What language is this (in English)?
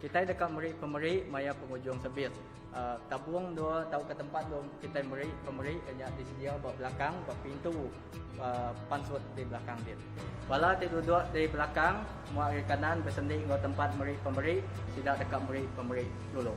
Iban